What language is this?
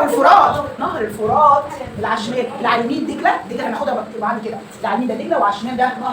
Egyptian Arabic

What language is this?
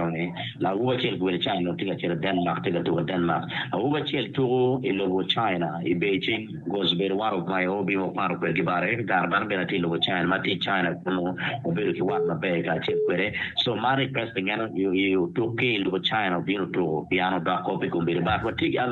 Acoli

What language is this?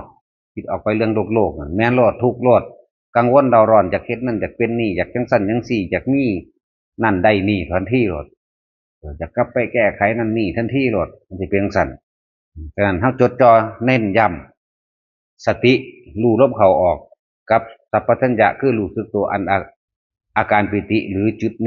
Northeastern Thai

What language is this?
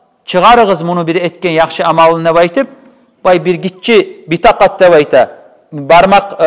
Kumyk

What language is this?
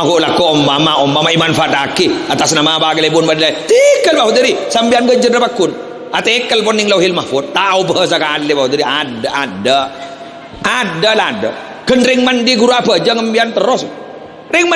Madurese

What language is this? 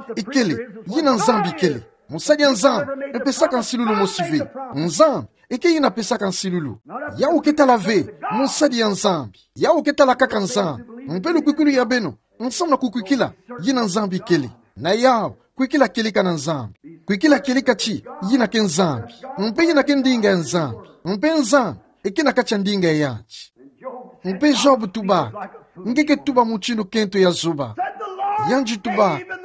Kituba (Democratic Republic of Congo)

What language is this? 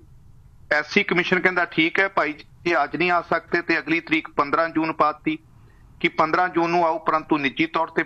Punjabi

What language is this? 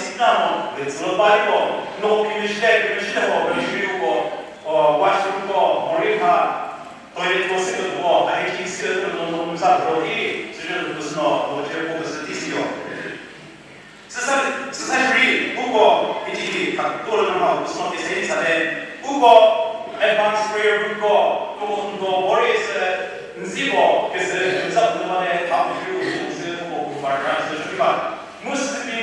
Chokri Naga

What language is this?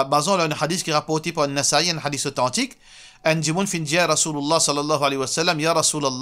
Morisyen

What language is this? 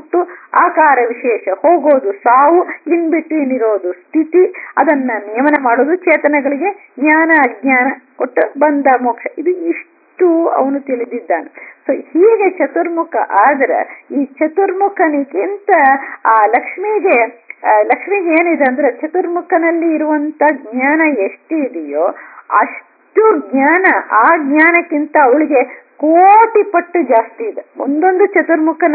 Kannada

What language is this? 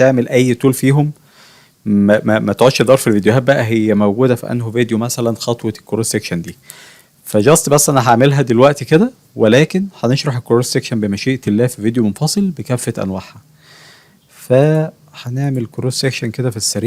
Egyptian Arabic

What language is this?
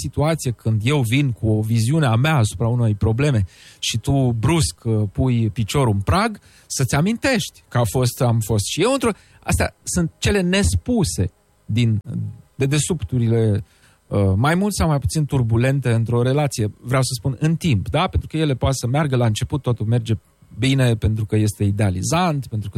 Romanian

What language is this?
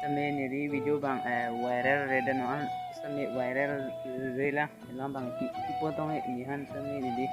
Karbi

